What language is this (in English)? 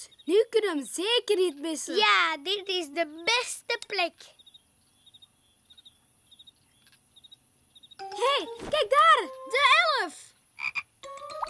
Dutch